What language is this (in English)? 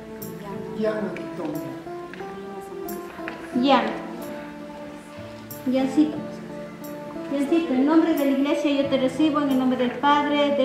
Spanish